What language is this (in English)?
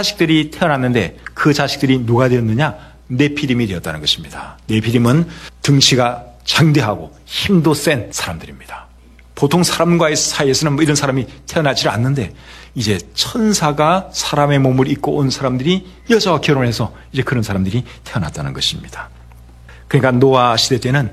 Korean